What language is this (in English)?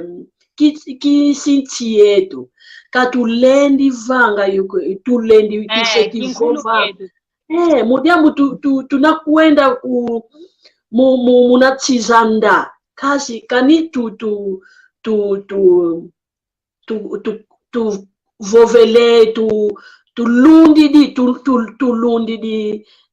San Salvador Kongo